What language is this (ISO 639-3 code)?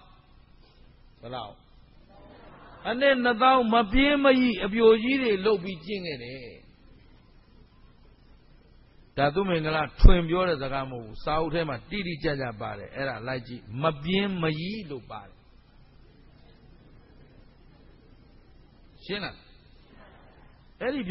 mya